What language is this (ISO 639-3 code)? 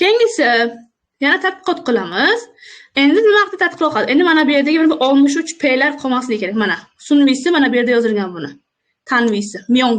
uzb